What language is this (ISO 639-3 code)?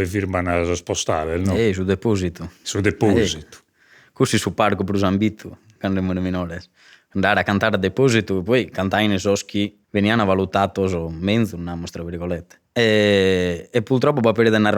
srd